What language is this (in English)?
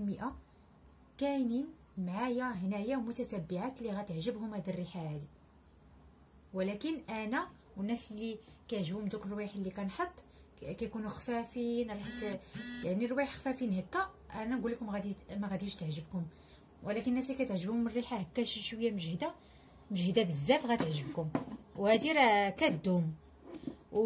Moroccan Arabic